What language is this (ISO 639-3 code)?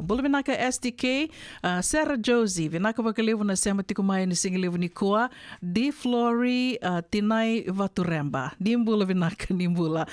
fij